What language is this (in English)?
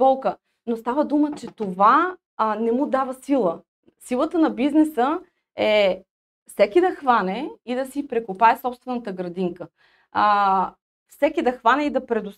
Bulgarian